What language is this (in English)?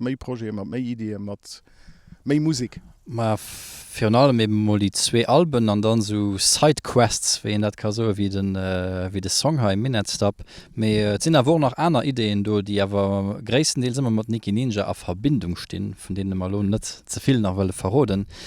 Luxembourgish